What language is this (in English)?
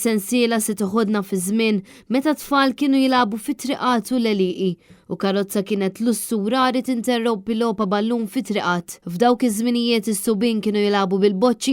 Maltese